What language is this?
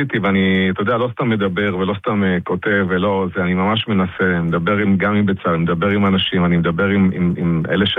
Hebrew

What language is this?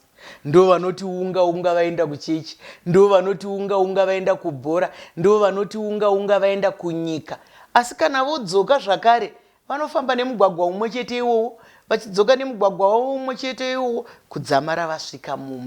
Shona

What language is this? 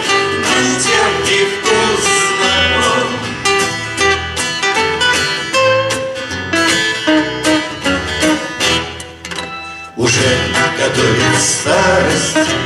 Russian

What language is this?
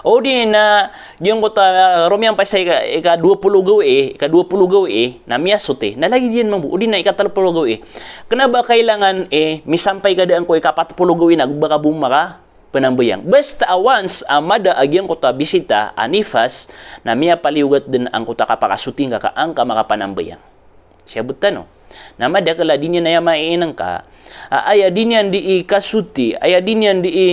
Maranao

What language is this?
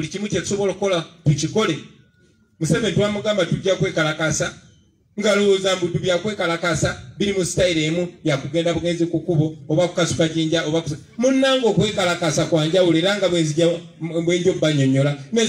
Ganda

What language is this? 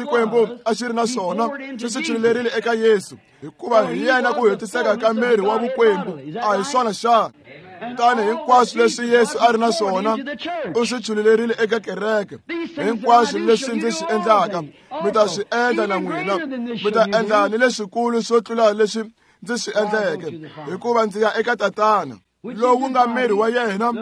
Tsonga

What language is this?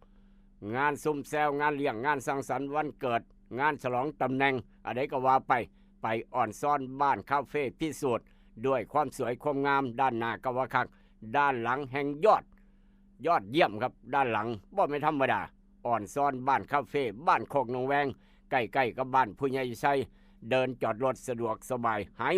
Northeastern Thai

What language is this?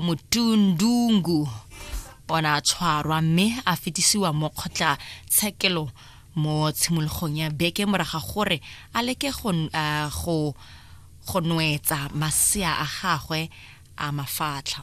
Tswana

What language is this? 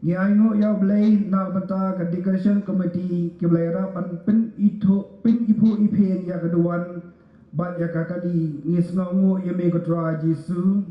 Khasi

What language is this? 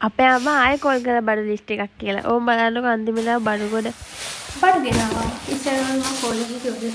Sinhala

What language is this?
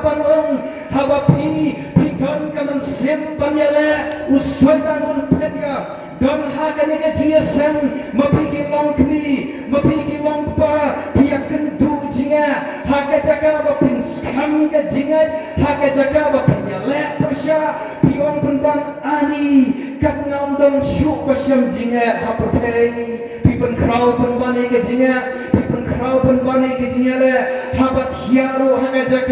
Khasi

